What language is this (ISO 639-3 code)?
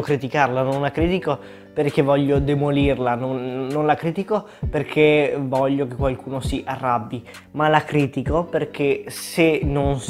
ita